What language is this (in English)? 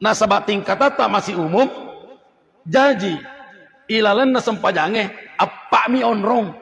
Buginese